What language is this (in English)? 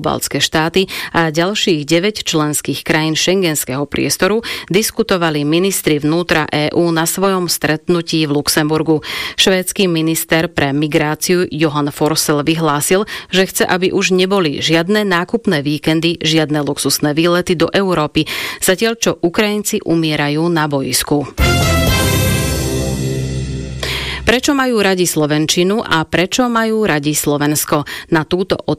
Slovak